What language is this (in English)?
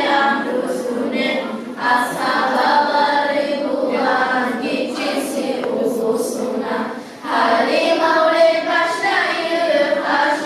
Kumyk